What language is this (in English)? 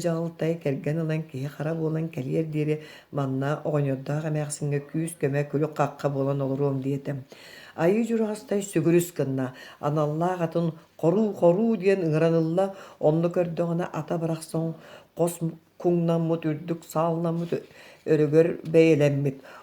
Yakut